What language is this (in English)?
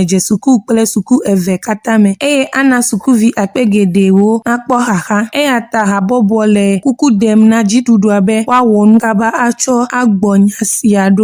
Ewe